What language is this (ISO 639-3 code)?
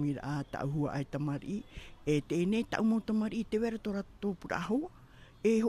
tah